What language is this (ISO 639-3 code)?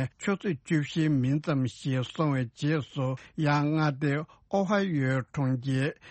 bod